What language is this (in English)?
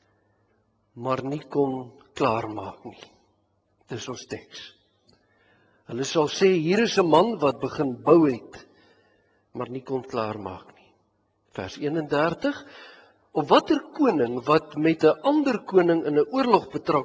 Afrikaans